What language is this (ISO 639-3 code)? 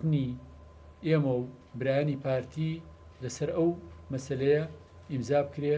ckb